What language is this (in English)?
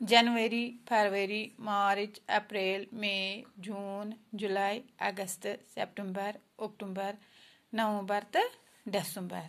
Kashmiri